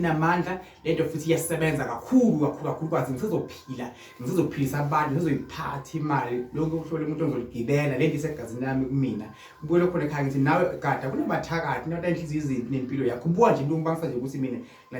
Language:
Zulu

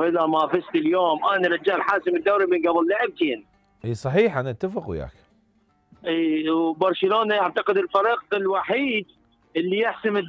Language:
Mesopotamian Arabic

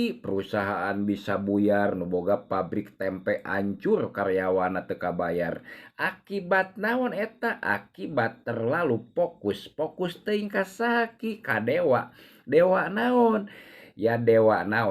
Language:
Sundanese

